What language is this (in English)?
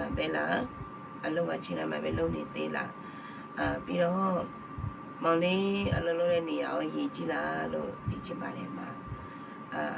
Akha